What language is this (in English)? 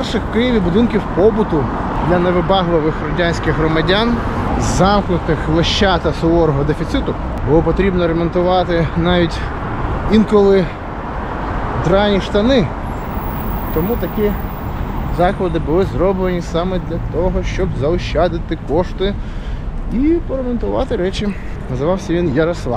Ukrainian